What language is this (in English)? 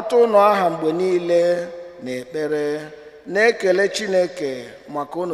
Igbo